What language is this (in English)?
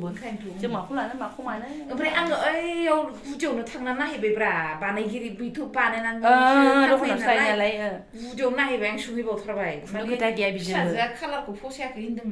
Bodo